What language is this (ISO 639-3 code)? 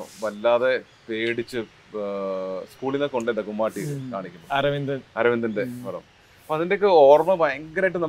mal